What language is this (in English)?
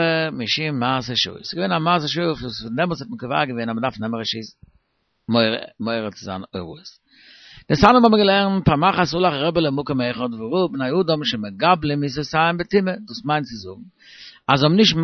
Yiddish